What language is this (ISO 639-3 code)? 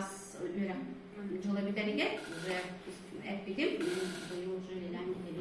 sah